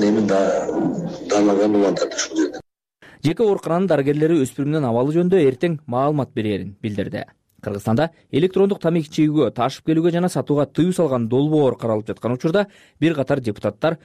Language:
Kyrgyz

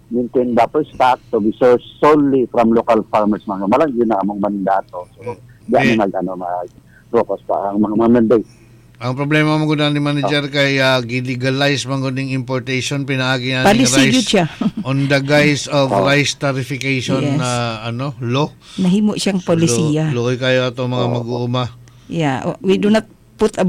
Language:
Cebuano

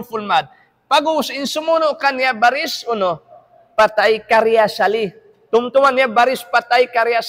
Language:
Tausug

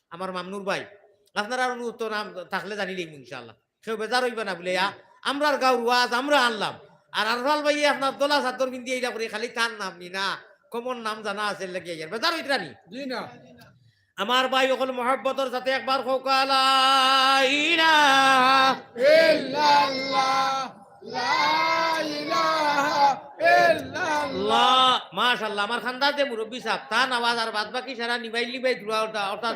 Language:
Sylheti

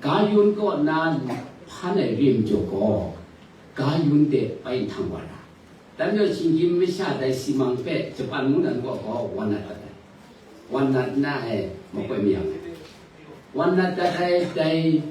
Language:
Kachin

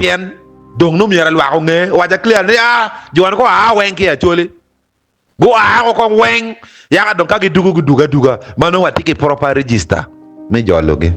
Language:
Acoli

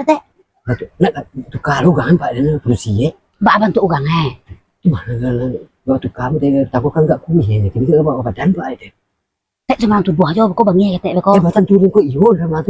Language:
Minangkabau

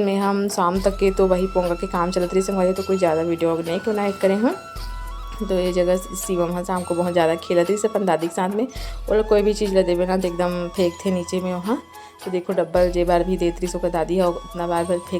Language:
Chhattisgarhi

